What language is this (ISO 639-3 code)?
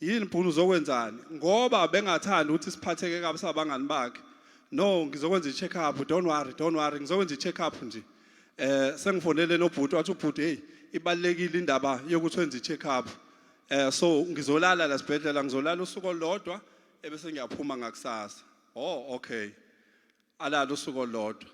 zul